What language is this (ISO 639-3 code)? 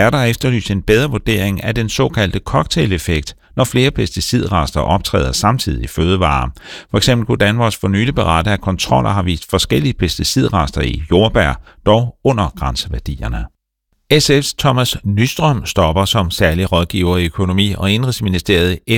dan